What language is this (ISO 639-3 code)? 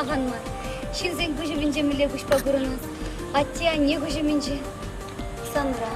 chv